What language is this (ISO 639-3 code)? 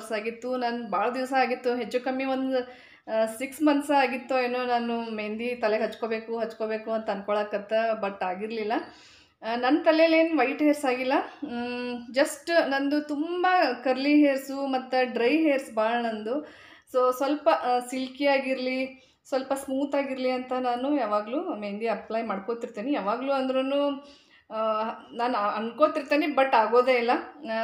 kan